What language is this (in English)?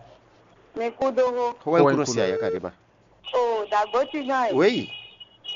Fon